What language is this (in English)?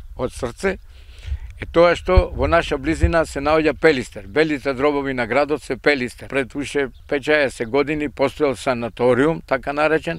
Macedonian